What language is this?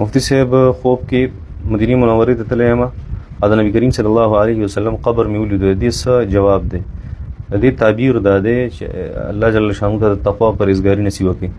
Pashto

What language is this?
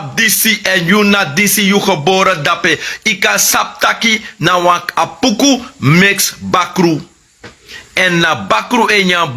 Sranan Tongo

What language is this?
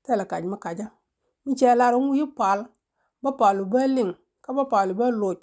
Nuer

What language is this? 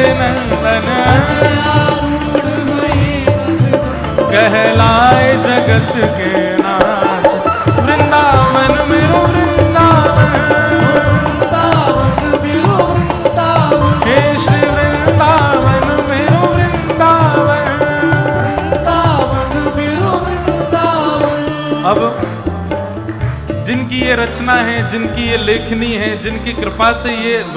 Hindi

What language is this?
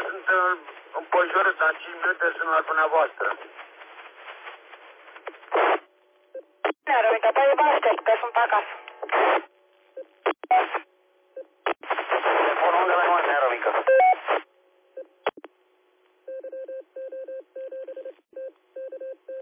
Romanian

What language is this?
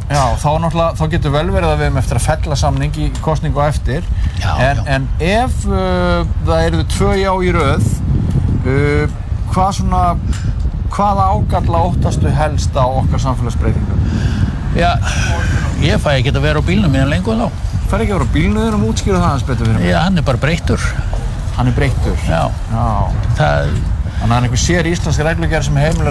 Icelandic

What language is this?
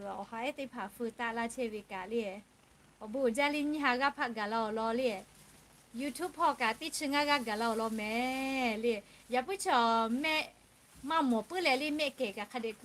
Lahu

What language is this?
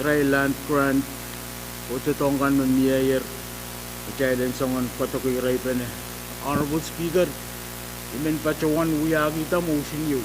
Pohnpeian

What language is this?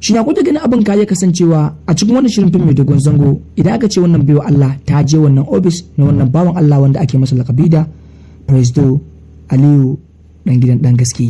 Hausa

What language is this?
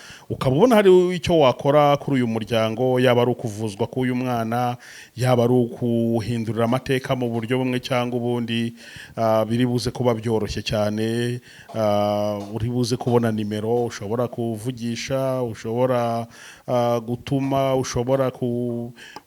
Kinyarwanda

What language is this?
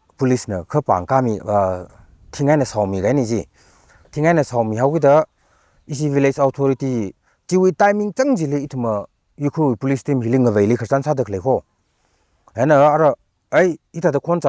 Tangkhul Naga (India)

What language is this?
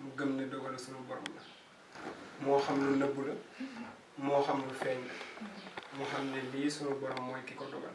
Wolof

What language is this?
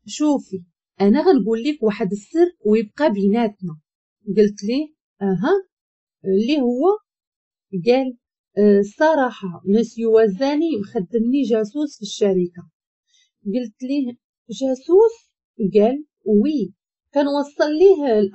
Moroccan Arabic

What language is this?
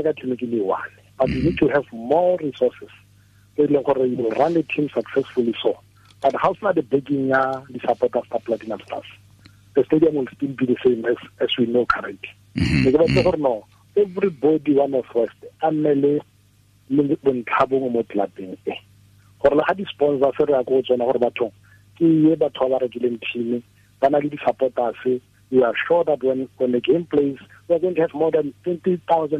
Tswana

